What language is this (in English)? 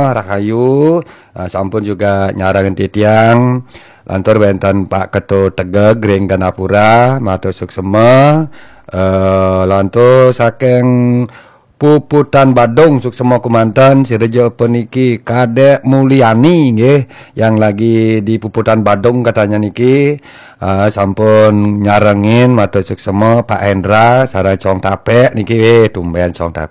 Balinese